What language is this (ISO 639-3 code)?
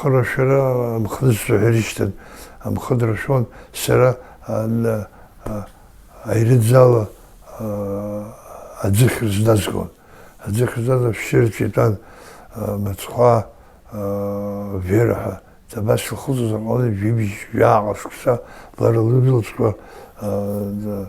abk